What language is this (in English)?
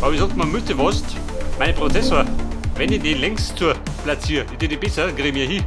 Bavarian